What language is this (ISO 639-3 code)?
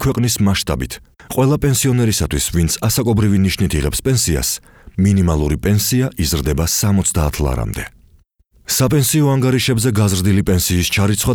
kat